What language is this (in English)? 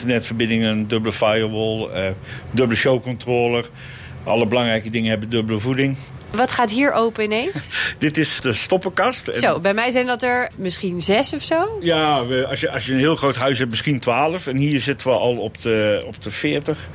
Dutch